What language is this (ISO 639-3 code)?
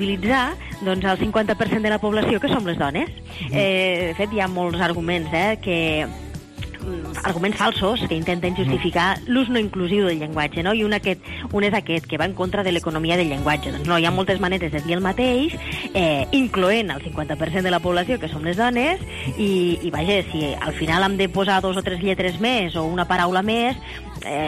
cat